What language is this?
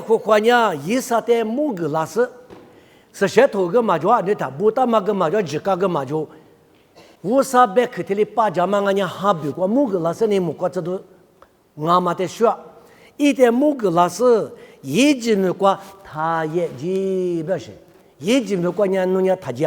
Lisu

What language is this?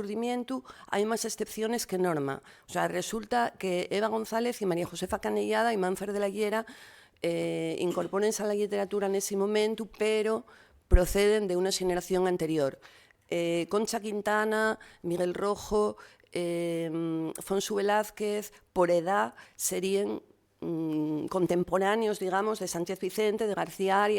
Asturian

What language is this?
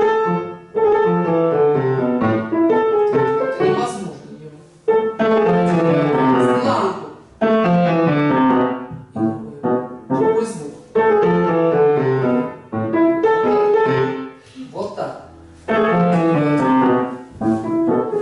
Russian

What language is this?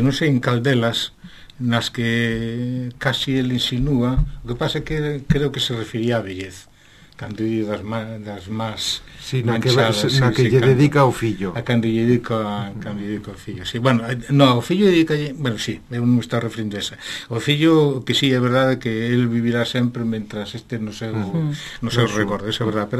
Galician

